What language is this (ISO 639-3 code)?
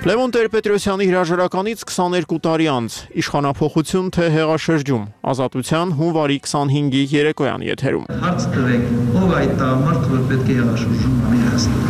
hye